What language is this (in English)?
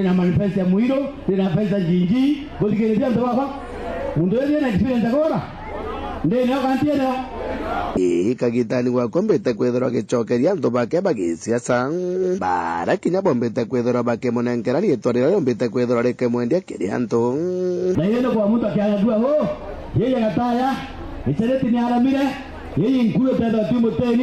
Meru